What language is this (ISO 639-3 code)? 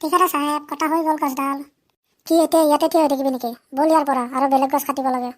asm